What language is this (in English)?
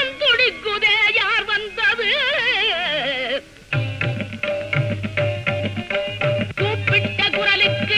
Tamil